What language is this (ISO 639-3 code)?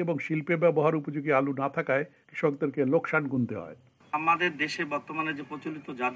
ben